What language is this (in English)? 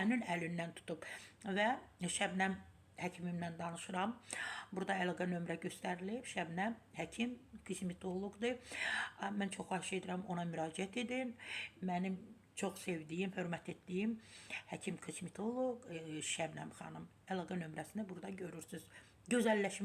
Azerbaijani